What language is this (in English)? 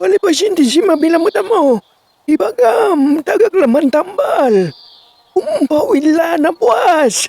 Pangasinan